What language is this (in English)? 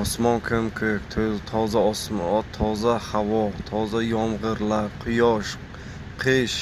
Uzbek